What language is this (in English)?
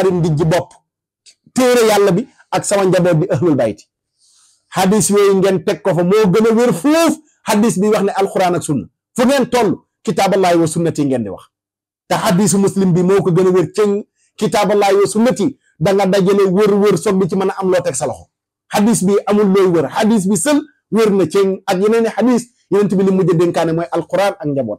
Wolof